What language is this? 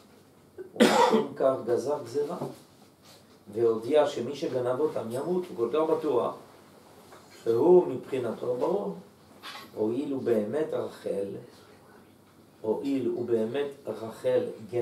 Hebrew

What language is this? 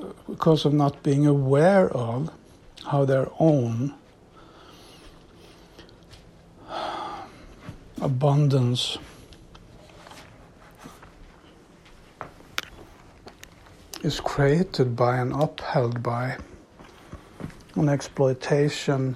English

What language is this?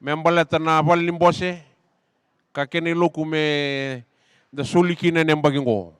Fijian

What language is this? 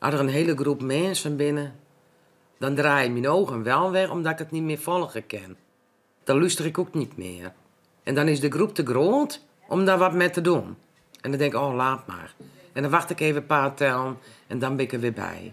Western Frisian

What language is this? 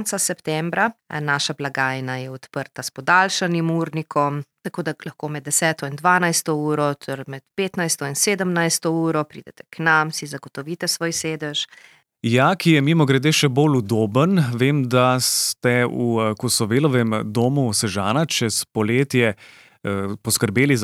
Slovenian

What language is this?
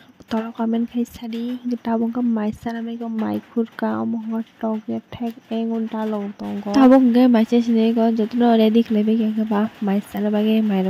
Kok Borok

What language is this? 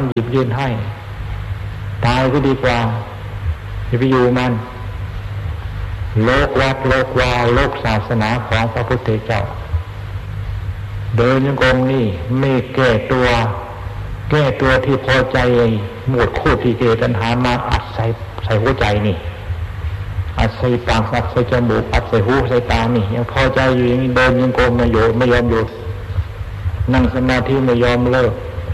Thai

